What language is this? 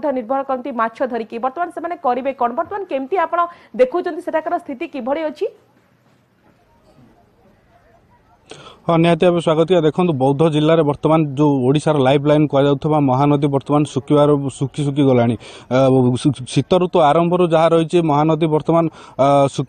Odia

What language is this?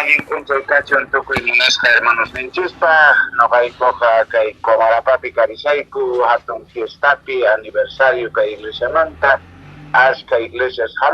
Quechua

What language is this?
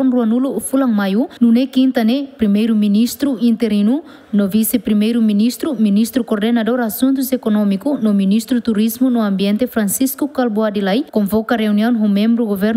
Tetum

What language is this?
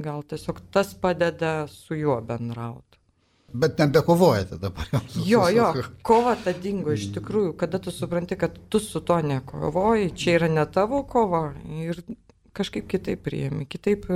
Lithuanian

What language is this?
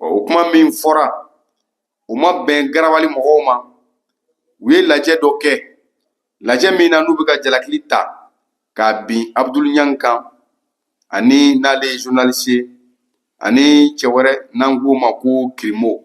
Bambara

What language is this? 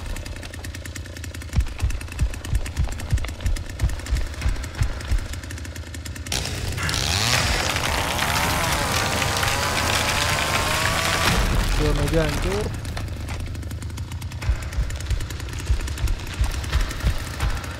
Indonesian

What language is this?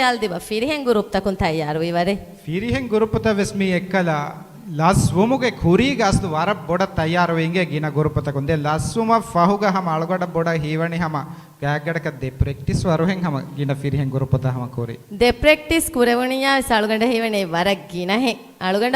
Divehi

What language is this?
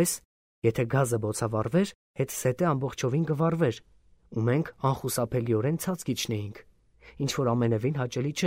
Armenian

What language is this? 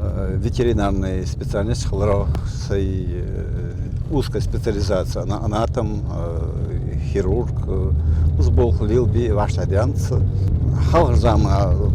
Ingush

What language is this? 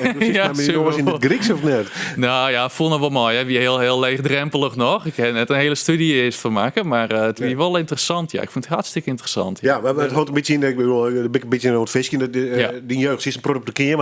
Western Frisian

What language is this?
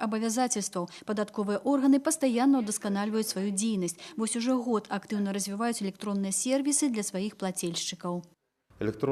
Belarusian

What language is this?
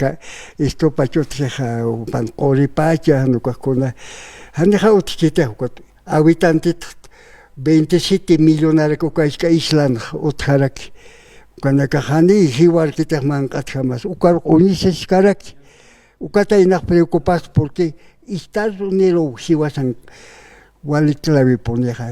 Aymara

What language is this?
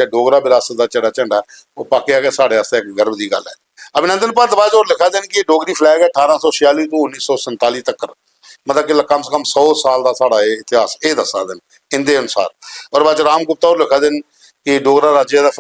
Dogri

